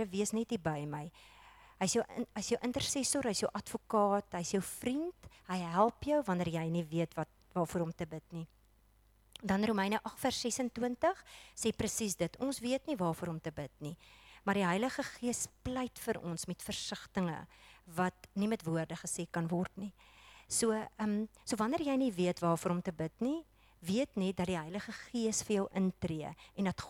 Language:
Afrikaans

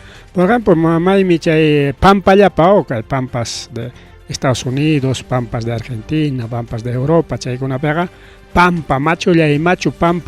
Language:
Ayacucho Quechua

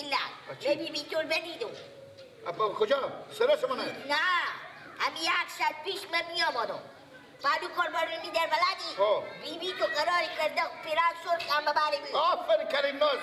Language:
Persian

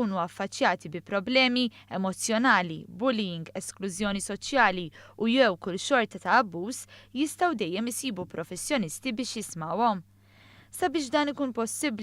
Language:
Maltese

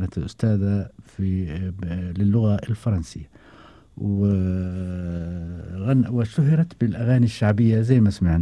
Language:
Gulf Arabic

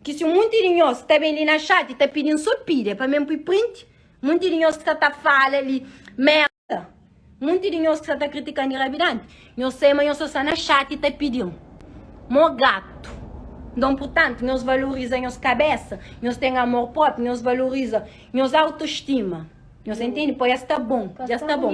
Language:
Kabuverdianu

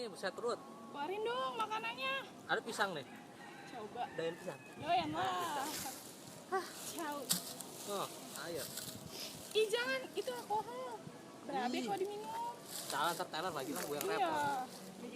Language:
Betawi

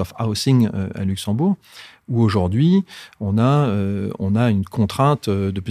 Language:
Luxembourgish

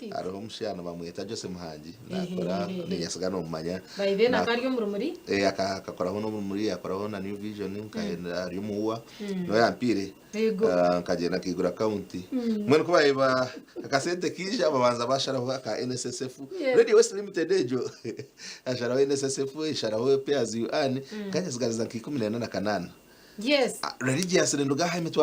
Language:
Nyankole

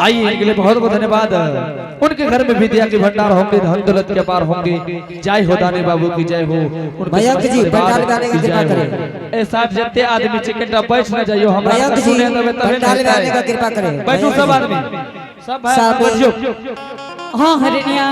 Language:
Angika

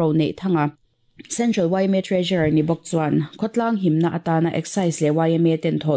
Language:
Mizo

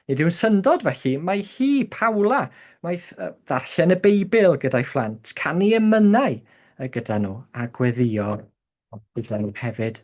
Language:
Welsh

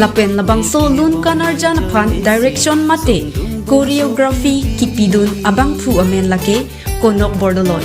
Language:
Karbi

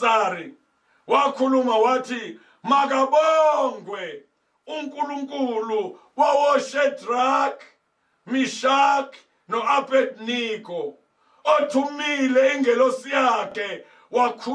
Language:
Zulu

